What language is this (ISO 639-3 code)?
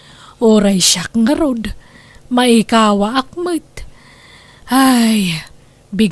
ilo